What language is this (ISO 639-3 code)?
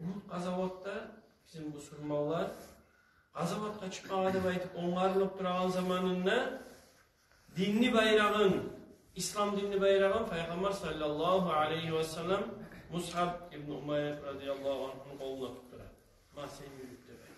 kum